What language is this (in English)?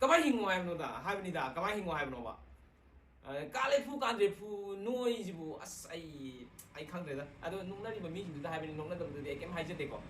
Manipuri